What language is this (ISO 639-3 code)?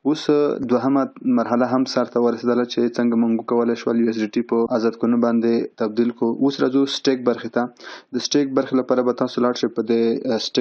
pus